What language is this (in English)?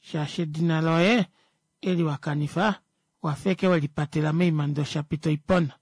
Kuanyama